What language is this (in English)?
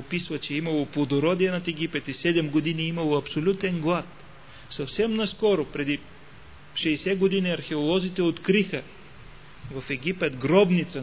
Bulgarian